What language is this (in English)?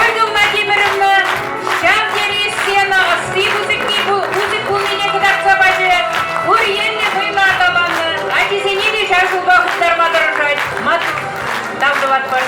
Chuvash